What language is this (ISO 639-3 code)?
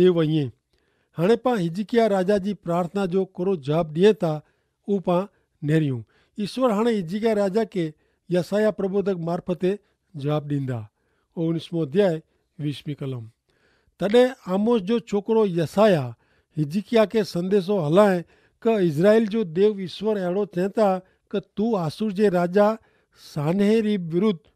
kfr